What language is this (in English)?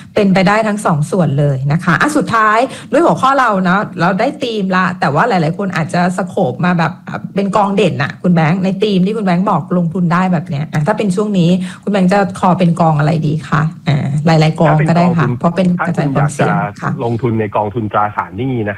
Thai